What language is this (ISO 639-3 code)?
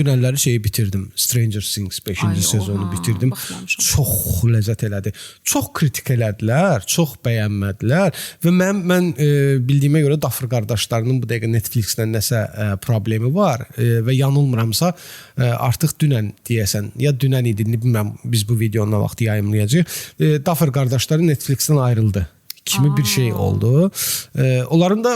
aze